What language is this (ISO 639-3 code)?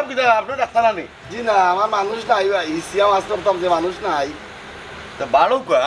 syl